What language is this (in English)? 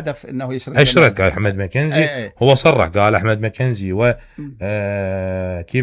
Mesopotamian Arabic